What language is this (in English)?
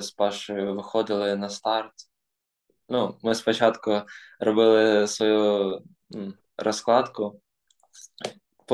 Ukrainian